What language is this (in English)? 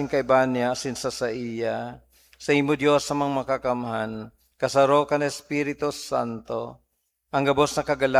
Bikol